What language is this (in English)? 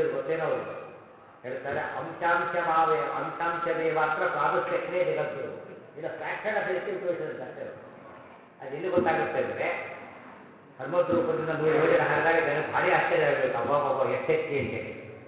Kannada